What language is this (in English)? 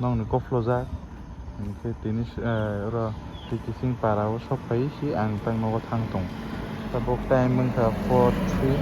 Kok Borok